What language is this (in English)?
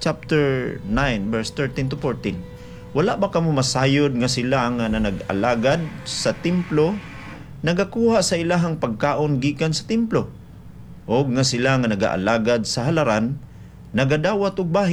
Cebuano